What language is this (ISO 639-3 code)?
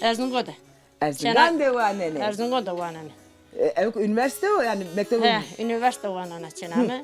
zza